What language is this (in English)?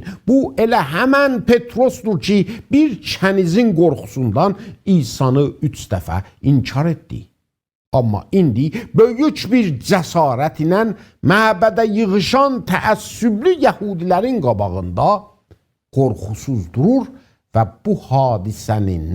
South Azerbaijani